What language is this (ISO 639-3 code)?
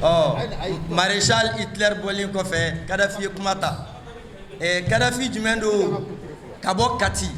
bam